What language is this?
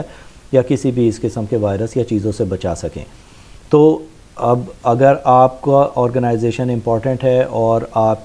Urdu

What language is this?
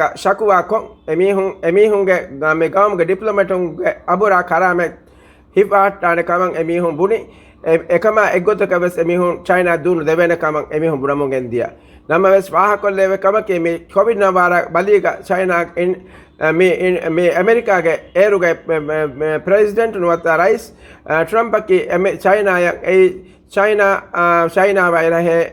Divehi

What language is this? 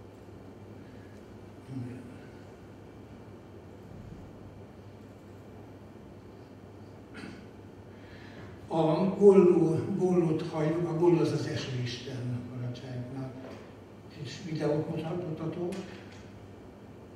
Hungarian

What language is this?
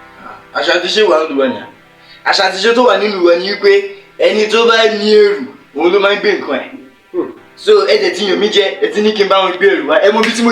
Yoruba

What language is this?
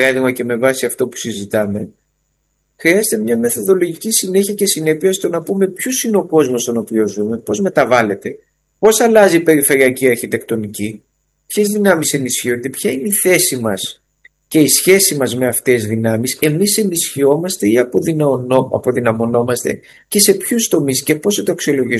Greek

